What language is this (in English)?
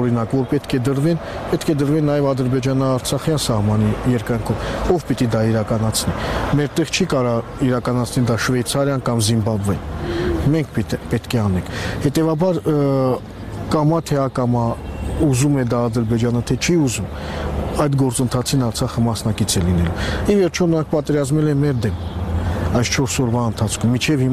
Armenian